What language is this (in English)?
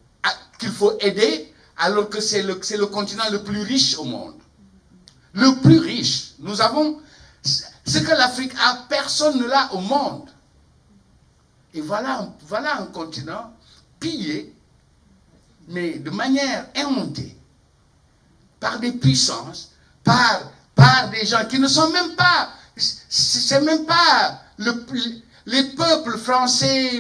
French